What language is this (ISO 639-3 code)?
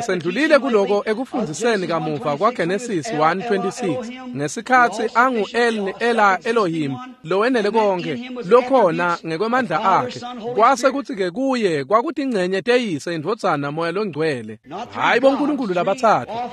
ssw